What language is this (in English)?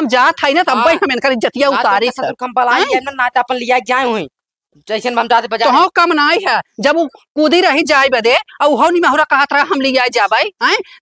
Awadhi